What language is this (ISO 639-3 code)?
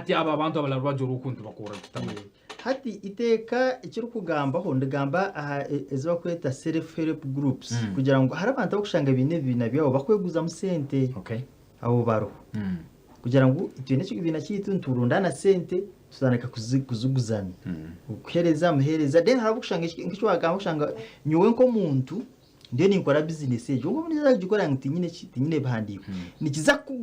nyn